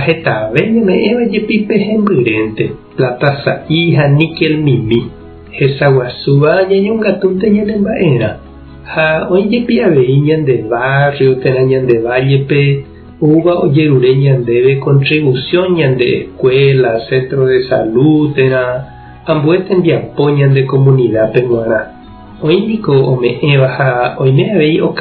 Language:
Guarani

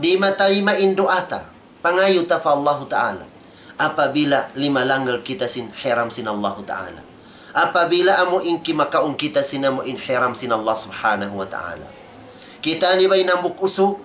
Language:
Tausug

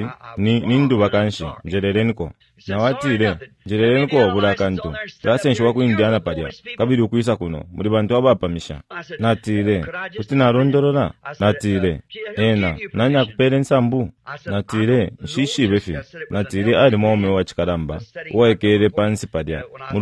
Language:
Bemba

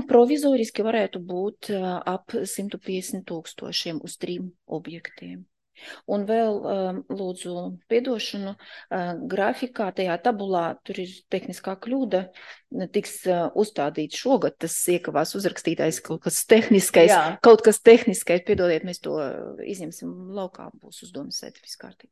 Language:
Latvian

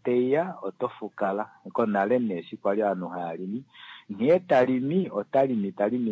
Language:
Kuanyama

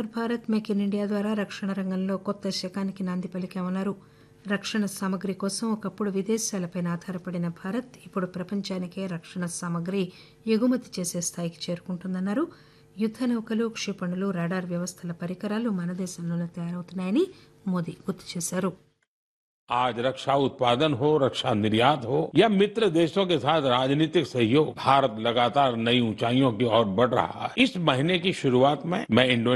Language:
Telugu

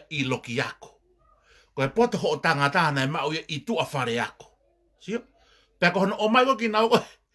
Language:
Tongan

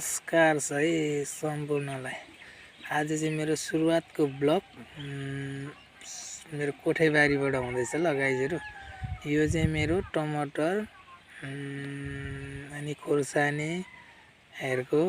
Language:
Nepali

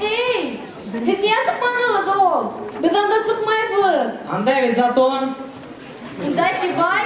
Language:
Bashkir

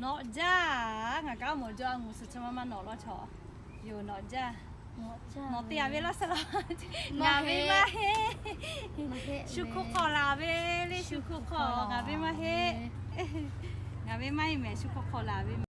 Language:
Lahu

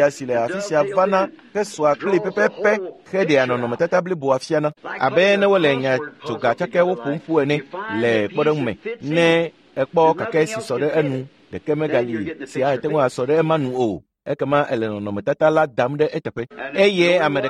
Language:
Ewe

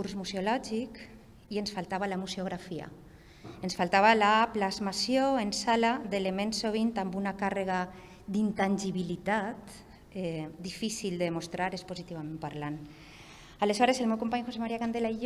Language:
Catalan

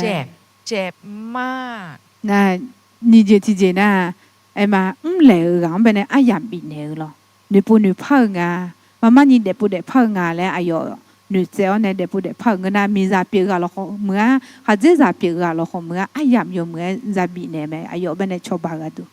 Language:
Akha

